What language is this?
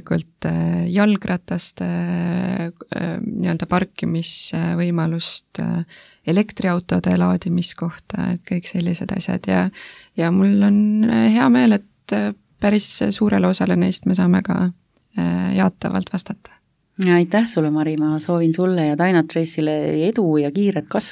Estonian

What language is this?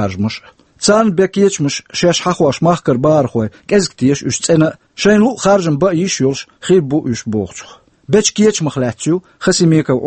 Chechen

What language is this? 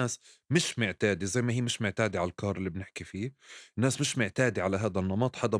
North Levantine Arabic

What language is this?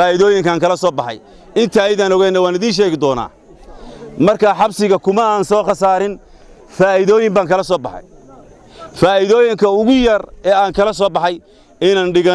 Somali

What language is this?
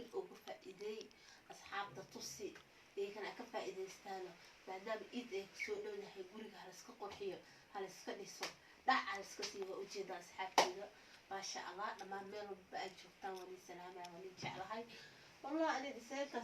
Somali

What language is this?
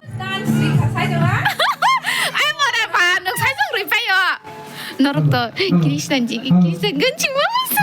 Kok Borok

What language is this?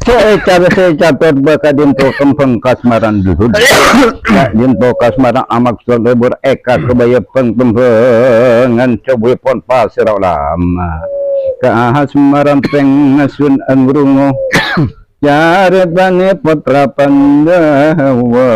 Madurese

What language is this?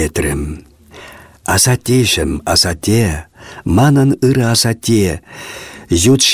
Chuvash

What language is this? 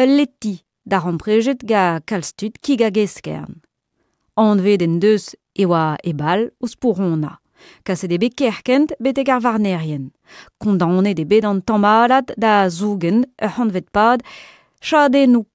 Breton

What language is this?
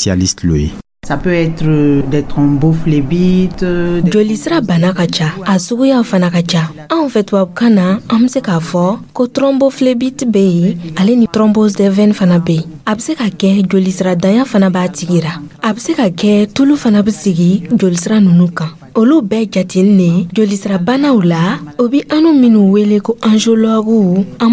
Dyula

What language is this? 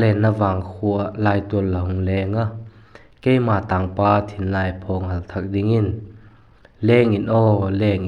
Vaiphei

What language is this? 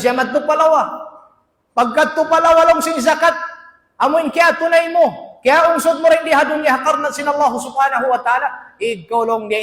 Tausug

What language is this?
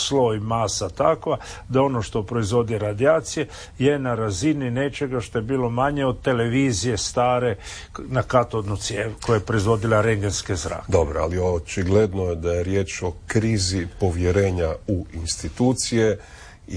Croatian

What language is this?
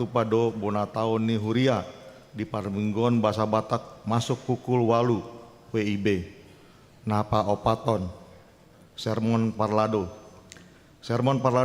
Batak Toba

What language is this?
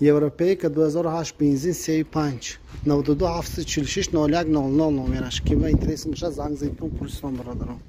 Tajik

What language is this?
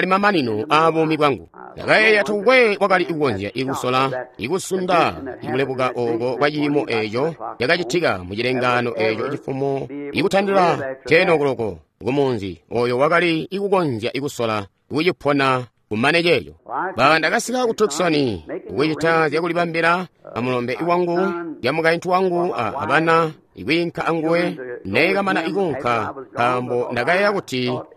Tonga (Zambia)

